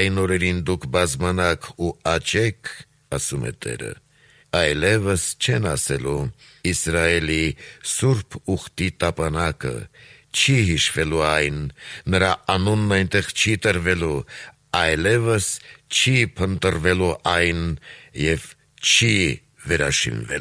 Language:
Armenian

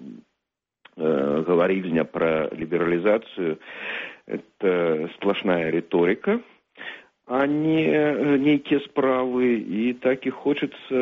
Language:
Belarusian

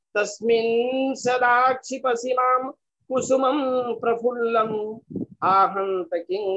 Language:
Sanskrit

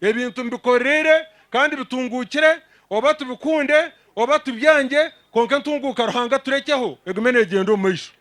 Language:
Nyankole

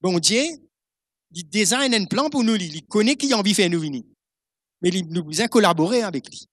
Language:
Morisyen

